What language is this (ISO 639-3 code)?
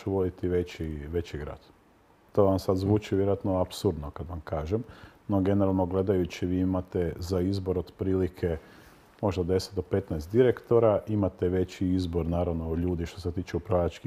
hrv